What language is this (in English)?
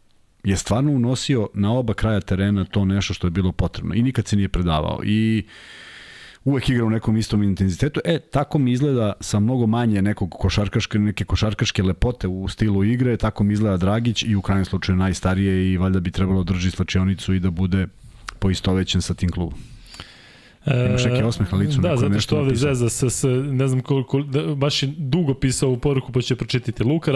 Serbian